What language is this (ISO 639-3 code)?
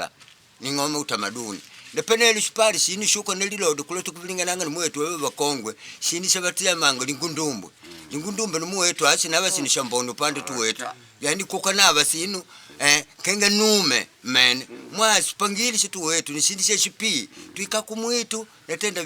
kde